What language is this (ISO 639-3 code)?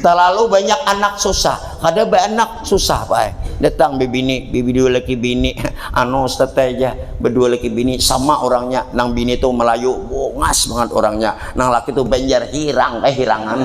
bjn